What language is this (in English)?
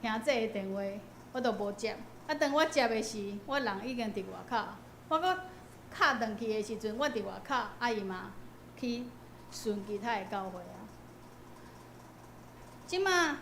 Min Nan Chinese